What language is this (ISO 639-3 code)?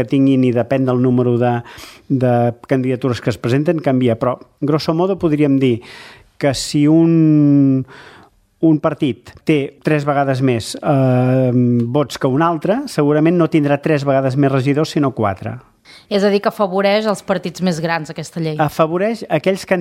cat